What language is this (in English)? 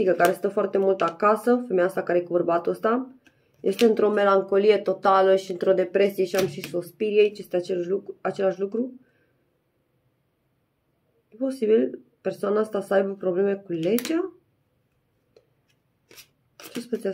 Romanian